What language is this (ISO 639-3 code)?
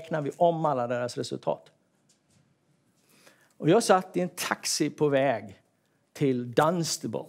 swe